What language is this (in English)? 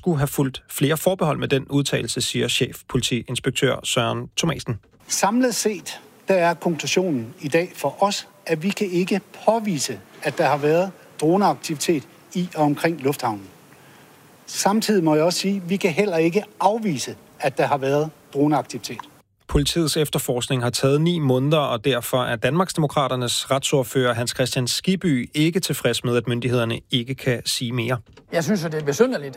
Danish